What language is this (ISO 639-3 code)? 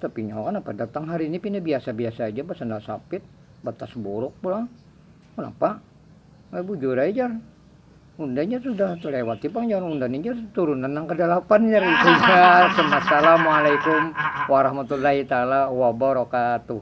bjn